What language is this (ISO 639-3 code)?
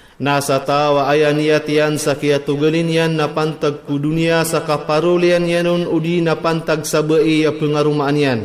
mrw